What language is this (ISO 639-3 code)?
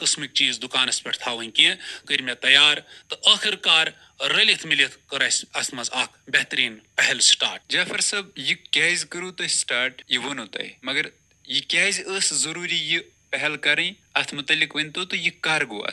kas